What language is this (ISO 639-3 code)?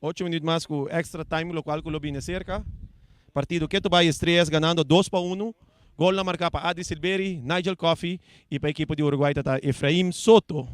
pap